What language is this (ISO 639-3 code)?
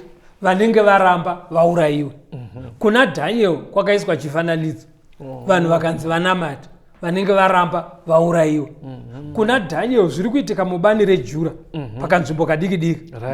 sna